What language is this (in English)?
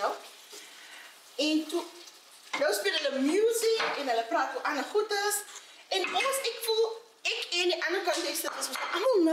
Afrikaans